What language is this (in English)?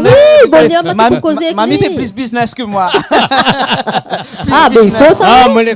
Réunion Creole French